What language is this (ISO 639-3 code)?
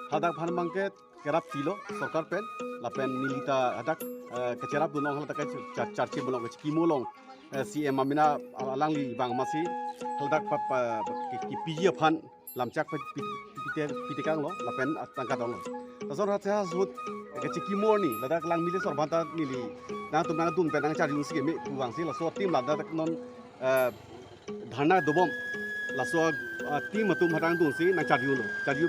mjw